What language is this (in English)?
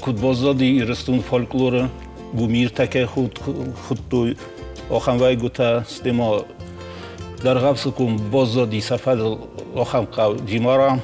Ossetic